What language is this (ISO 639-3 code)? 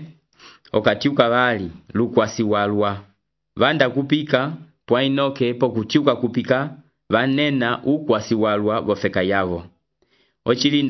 umb